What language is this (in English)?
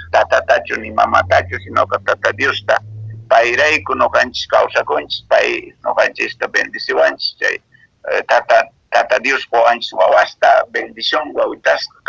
Quechua